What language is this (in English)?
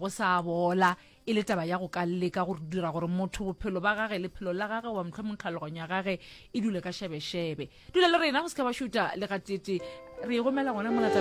Northern Sotho